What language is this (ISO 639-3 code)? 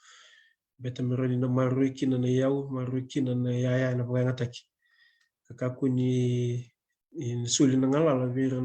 fij